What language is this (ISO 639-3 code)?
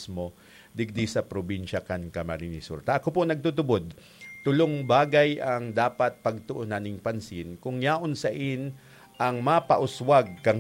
bik